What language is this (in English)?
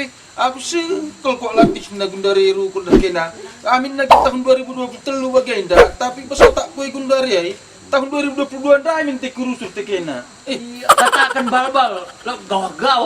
Batak Karo